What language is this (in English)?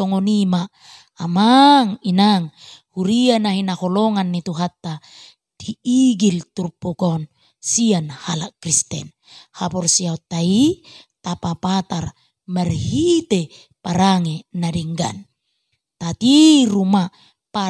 Batak Toba